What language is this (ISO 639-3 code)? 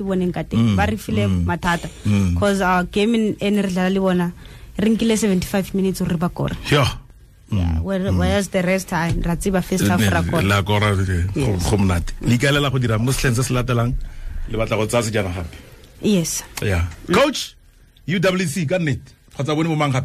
tsn